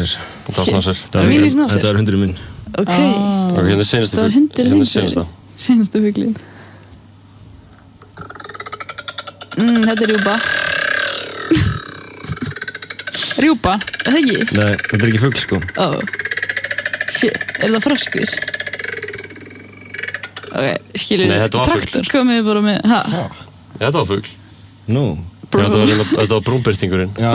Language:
Icelandic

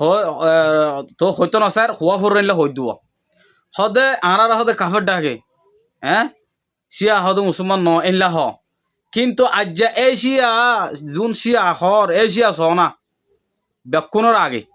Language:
Rohingya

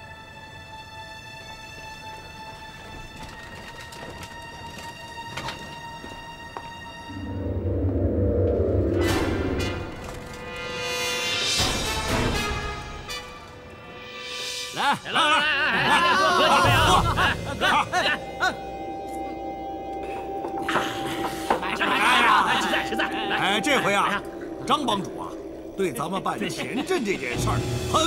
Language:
Chinese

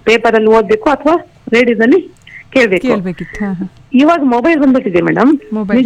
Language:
Kannada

